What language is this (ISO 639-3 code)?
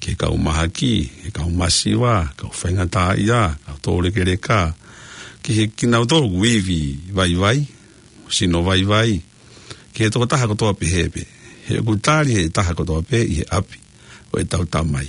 ton